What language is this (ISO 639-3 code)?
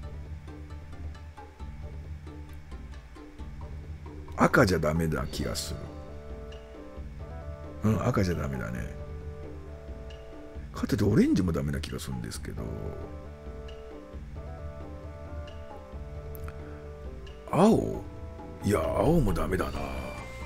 jpn